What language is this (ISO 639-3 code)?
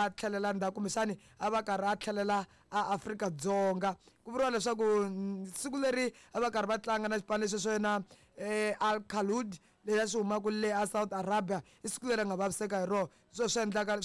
tso